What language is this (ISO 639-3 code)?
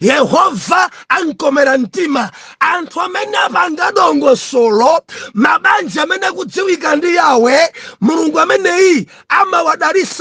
nya